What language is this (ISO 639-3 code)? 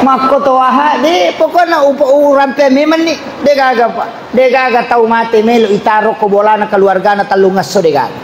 bug